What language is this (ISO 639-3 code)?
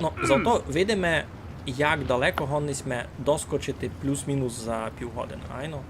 rue